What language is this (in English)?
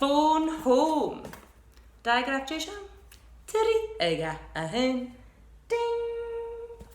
Scottish Gaelic